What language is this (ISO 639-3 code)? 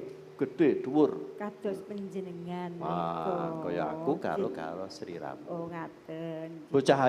jav